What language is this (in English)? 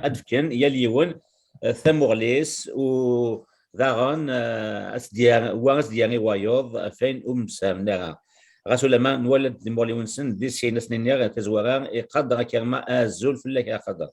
Kabyle